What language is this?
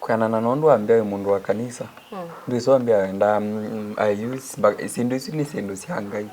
Kamba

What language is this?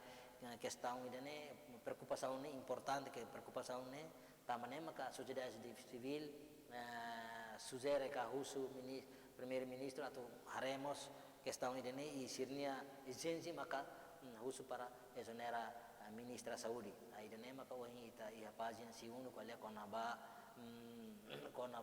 Tetum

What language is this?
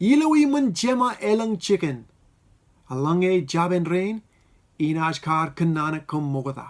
Marshallese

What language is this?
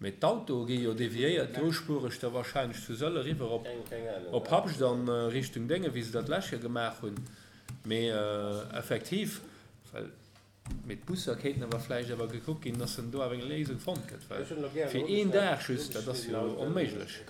Luxembourgish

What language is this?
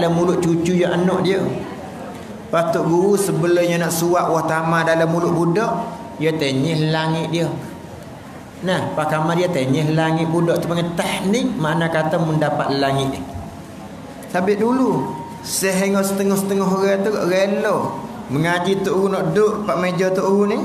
Malay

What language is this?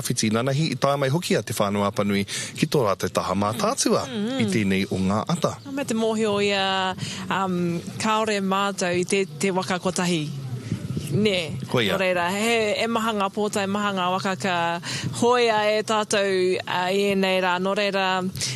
Māori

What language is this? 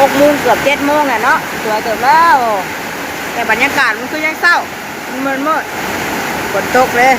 Northeastern Thai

